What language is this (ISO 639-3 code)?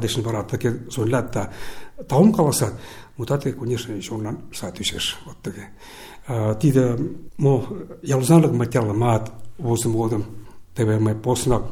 chm